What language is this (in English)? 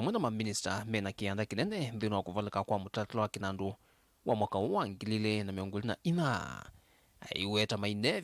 Kamba